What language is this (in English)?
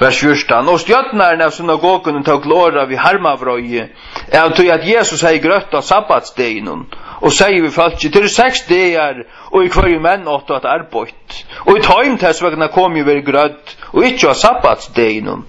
Faroese